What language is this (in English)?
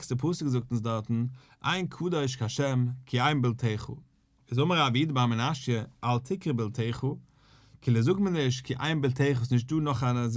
Yiddish